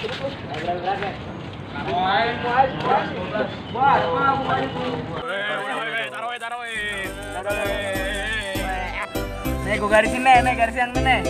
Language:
Betawi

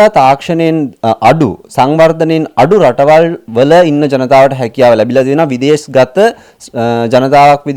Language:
Sinhala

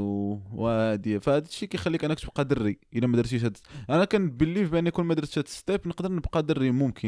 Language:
Moroccan Arabic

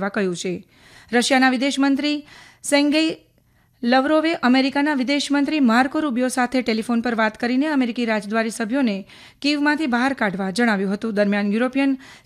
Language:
Gujarati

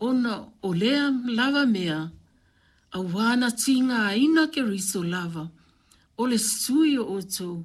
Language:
Samoan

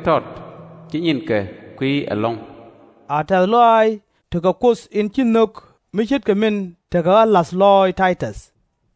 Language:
Nuer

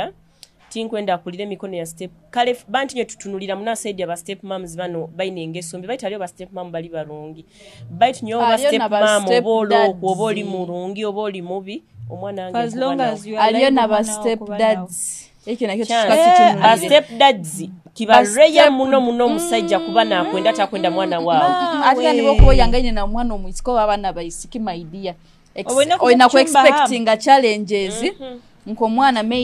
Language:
Nyoro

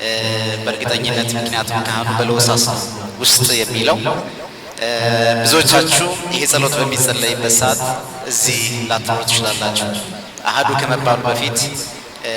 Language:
Amharic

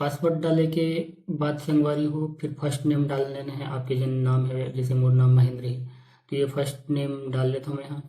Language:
Chhattisgarhi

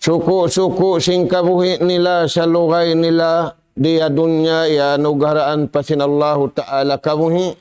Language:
Tausug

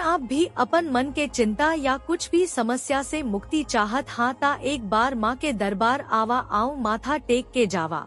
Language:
Chhattisgarhi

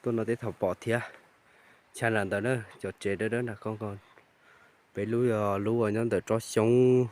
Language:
Hmong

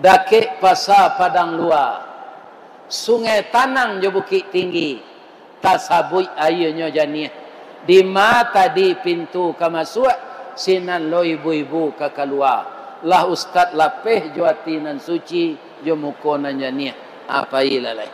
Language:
Minangkabau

